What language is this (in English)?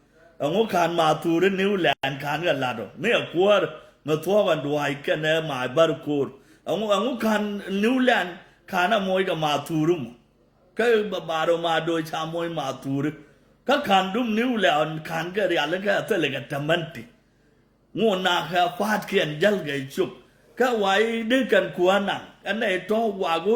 Nuer